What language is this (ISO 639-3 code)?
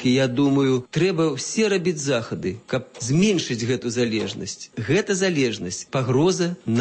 bel